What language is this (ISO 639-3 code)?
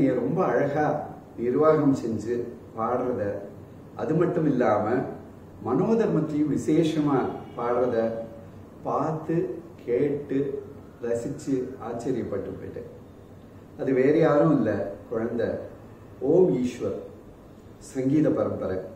tam